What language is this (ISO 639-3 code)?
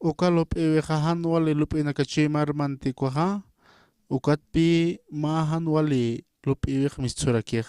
aym